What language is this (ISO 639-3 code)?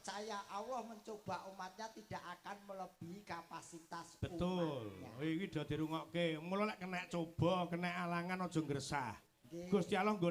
jav